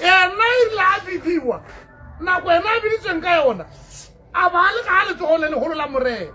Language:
Tswana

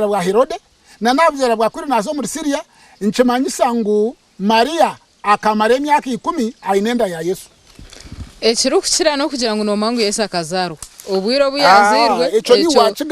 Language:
Nyankole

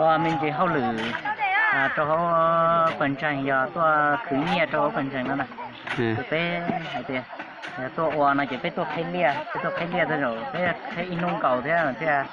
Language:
Hmong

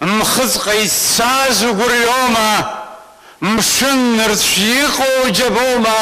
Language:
Abkhazian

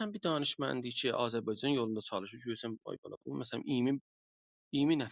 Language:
South Azerbaijani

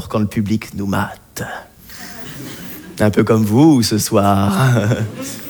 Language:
French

